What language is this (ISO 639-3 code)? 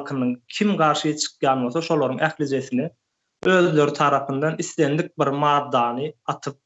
tuk